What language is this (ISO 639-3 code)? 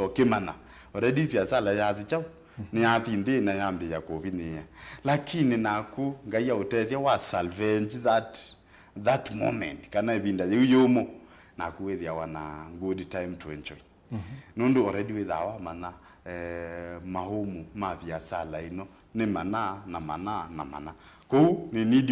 kam